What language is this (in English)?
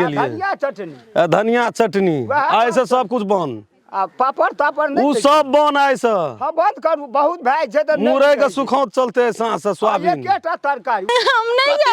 Maithili